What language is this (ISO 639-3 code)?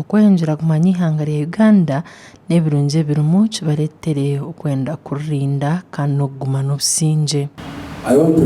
nyn